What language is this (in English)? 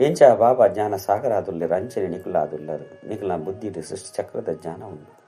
Tulu